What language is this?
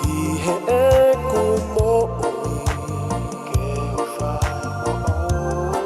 Tongan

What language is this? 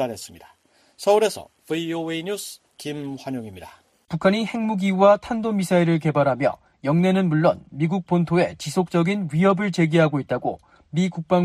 Korean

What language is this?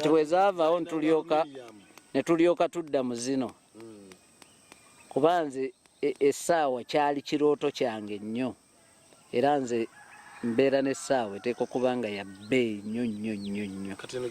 Ganda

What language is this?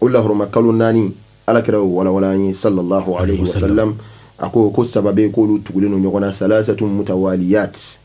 Bambara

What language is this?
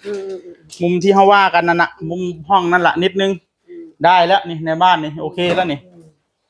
Northeastern Thai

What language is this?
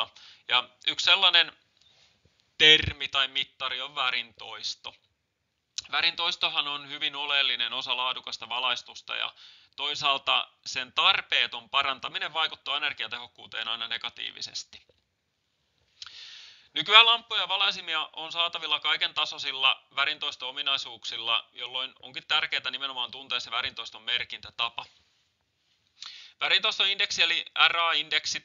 Finnish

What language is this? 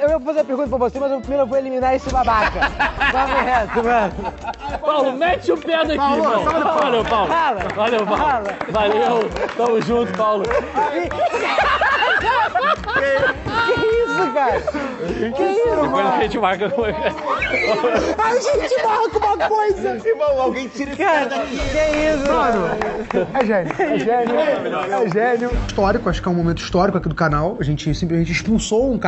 Portuguese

